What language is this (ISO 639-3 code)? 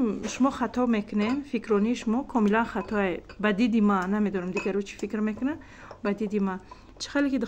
tgk